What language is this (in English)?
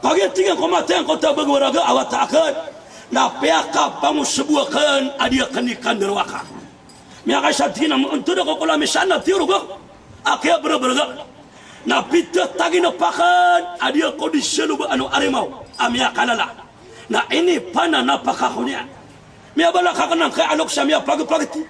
Maranao